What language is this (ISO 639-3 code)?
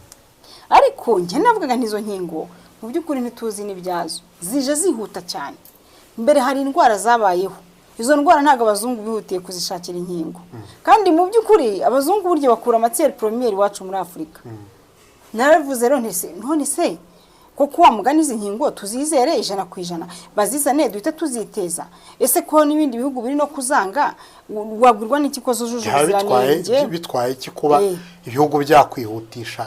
kin